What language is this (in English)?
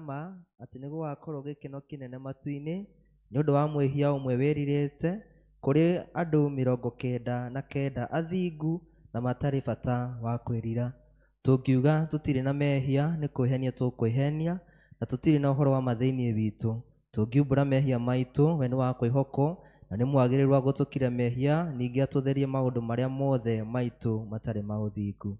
Kikuyu